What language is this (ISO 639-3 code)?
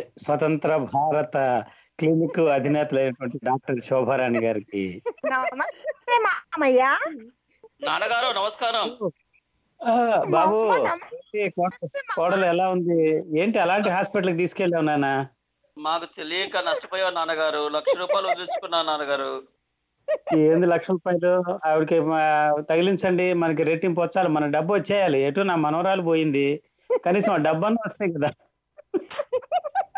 tel